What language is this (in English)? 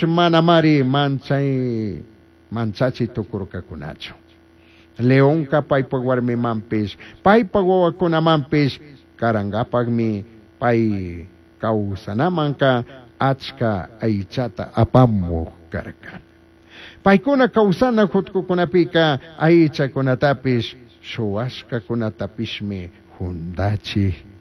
Chimborazo Highland Quichua